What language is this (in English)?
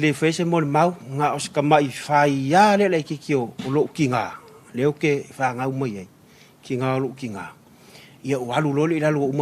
Samoan